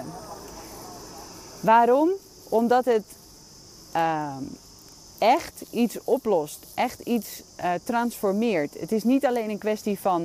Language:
Dutch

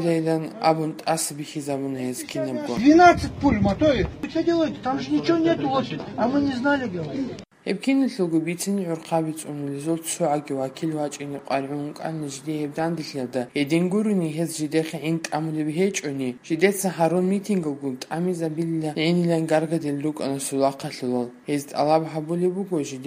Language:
Avaric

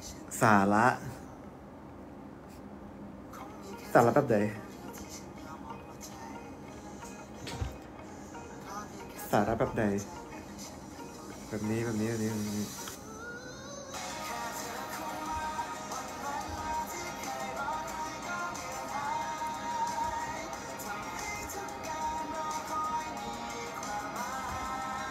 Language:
Thai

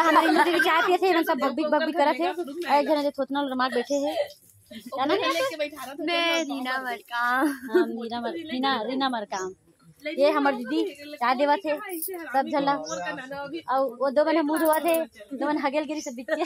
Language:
Chhattisgarhi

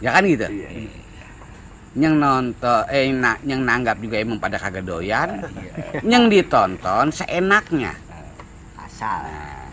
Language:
Betawi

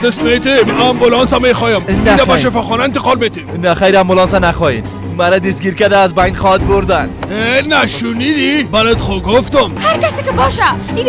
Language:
Persian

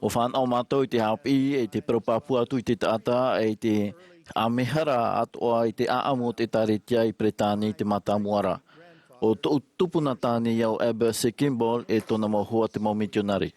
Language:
Tahitian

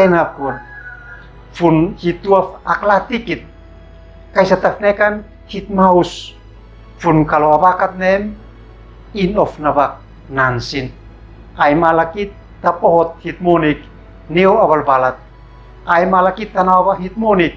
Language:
Uab Meto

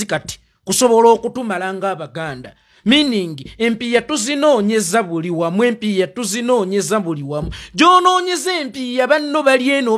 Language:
Ganda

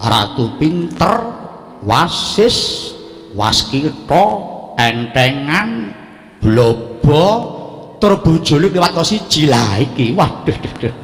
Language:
Javanese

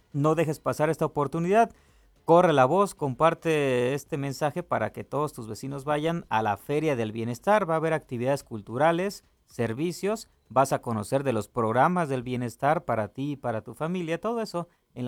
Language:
Spanish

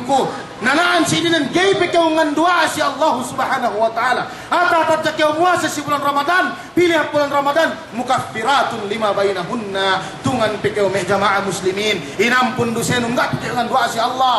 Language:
Yakan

